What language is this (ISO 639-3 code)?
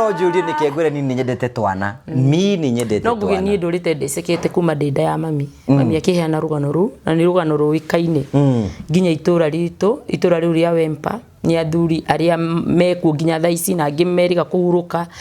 kik